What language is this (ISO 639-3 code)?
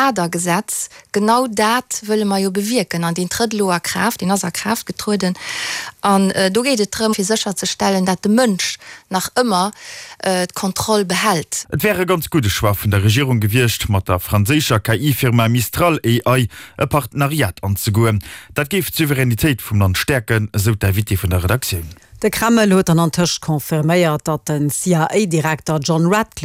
ltz